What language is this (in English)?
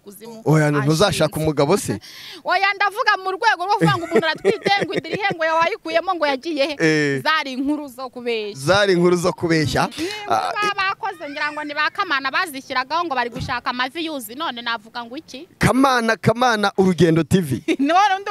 Kinyarwanda